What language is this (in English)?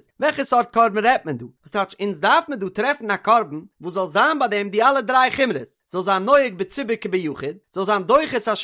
Yiddish